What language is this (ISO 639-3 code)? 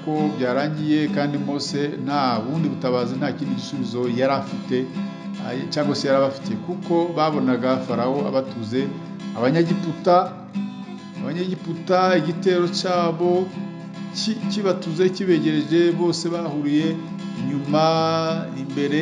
kin